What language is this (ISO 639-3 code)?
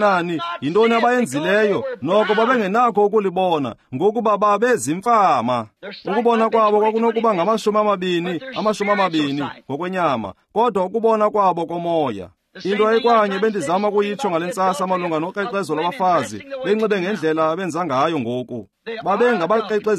xho